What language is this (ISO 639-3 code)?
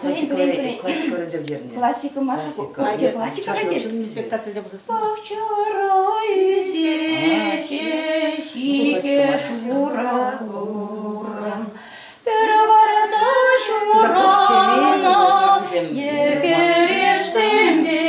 chv